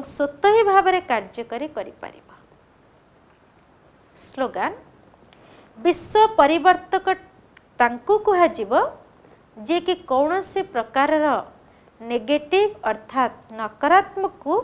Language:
Odia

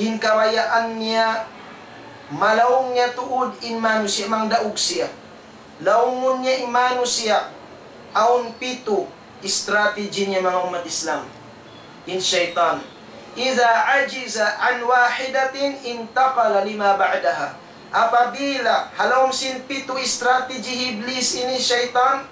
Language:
Tausug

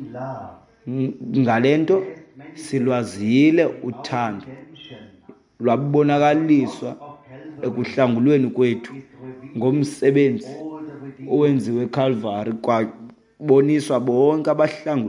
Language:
Xhosa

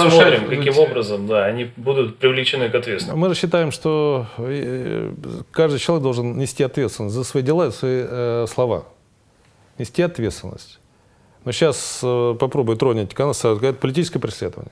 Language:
Russian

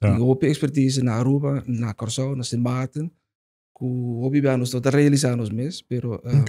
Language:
Papiamento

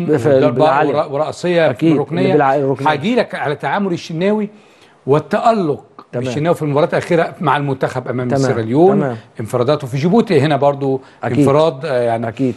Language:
Egyptian Arabic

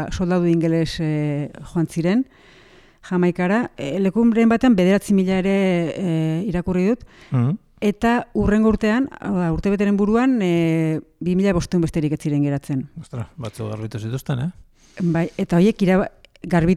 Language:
Basque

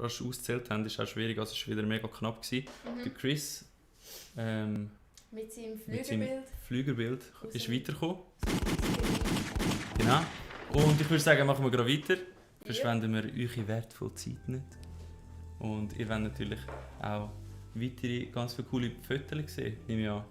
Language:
Swiss German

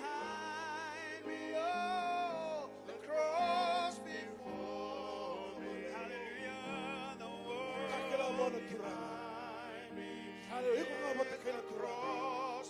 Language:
Fijian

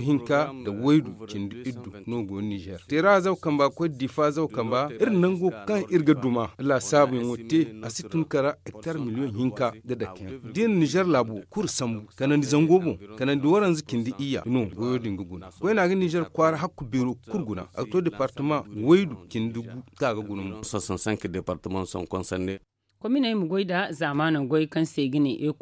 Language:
Zarma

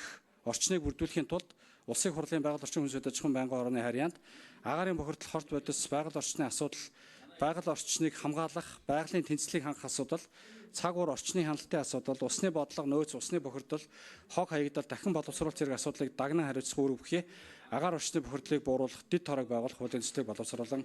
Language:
Mongolian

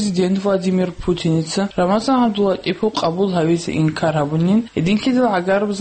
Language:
Avaric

